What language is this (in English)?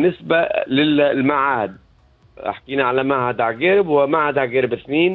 Tunisian Arabic